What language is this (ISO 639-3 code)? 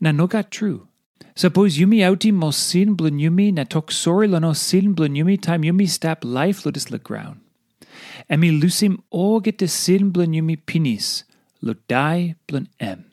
tpi